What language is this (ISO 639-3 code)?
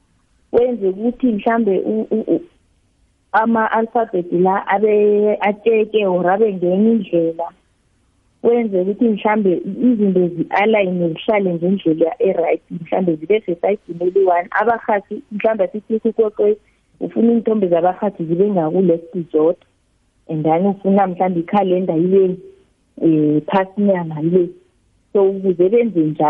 nbl